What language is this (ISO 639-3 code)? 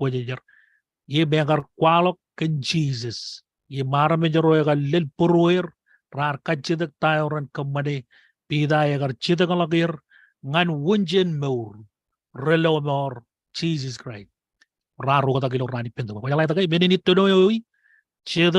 mah